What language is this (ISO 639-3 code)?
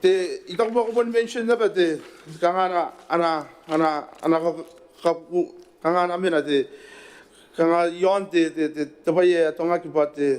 gil